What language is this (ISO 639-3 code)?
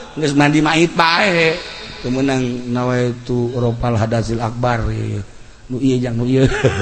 sun